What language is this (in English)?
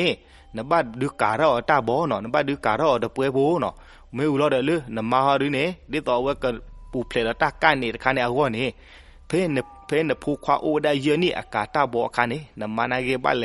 S'gaw Karen